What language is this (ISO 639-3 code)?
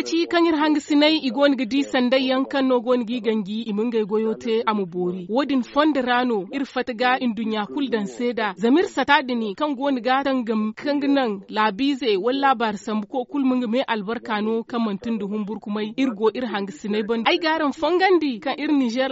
dje